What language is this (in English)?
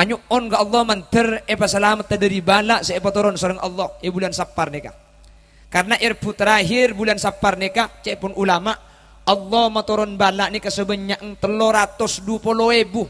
Madurese